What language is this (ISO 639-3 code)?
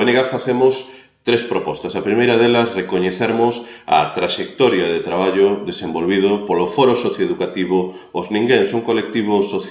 glg